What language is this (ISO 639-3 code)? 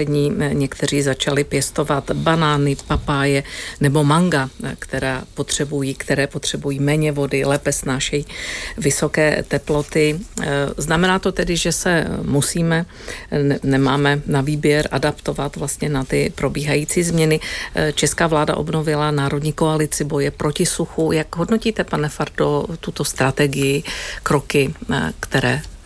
ces